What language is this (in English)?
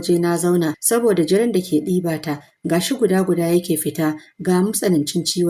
Hausa